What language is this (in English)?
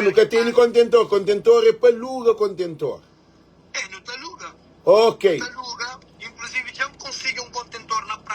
Kabuverdianu